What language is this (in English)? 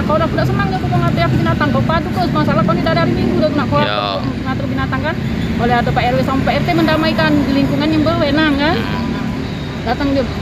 Musi